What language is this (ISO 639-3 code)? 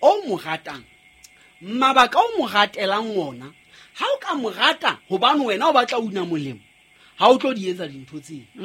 sot